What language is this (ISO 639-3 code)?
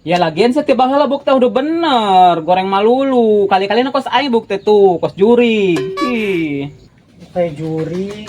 sun